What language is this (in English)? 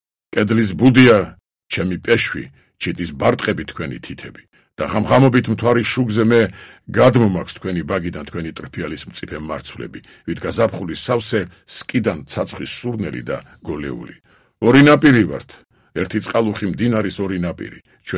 Georgian